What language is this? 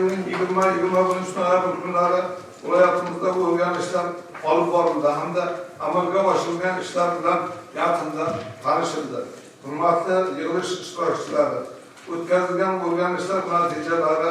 Uzbek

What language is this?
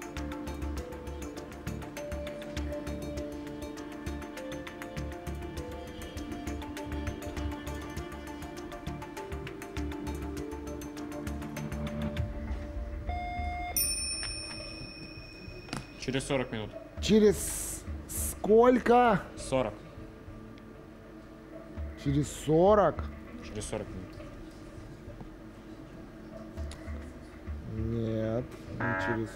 Russian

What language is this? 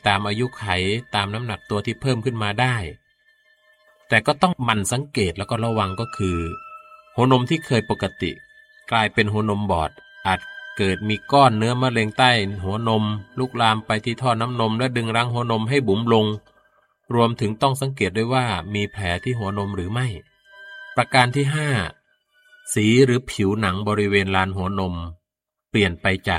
Thai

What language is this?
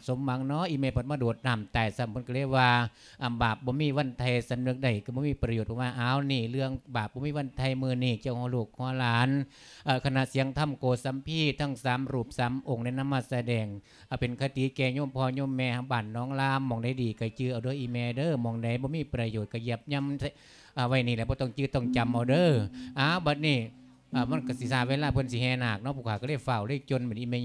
Lao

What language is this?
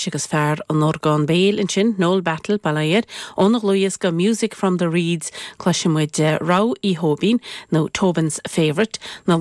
Irish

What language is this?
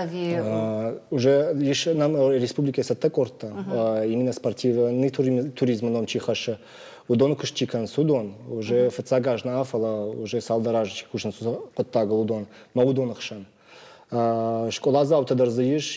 Ossetic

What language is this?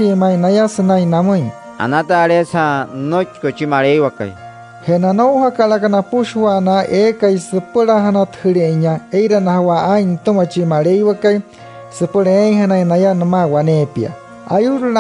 Wayuu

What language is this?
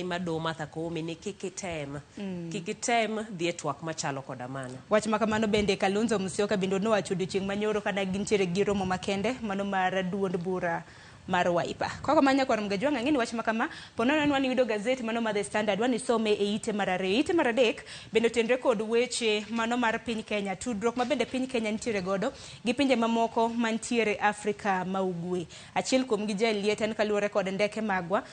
Luo (Kenya and Tanzania)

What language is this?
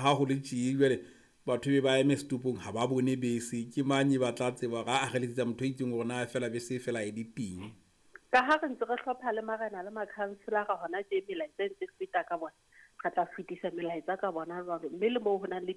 Southern Sotho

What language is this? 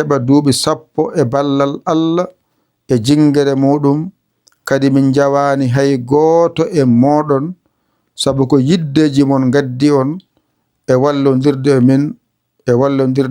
Fula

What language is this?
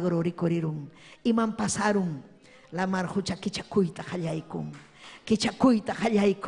Ayacucho Quechua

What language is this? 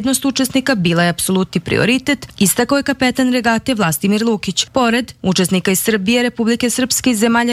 Serbian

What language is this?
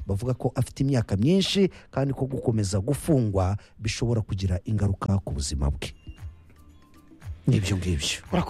Kinyarwanda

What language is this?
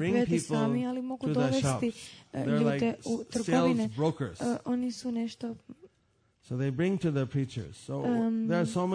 Croatian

